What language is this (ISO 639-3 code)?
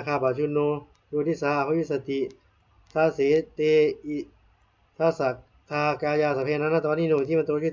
pli